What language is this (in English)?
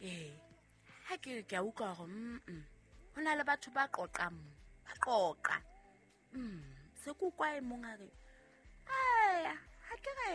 Southern Sotho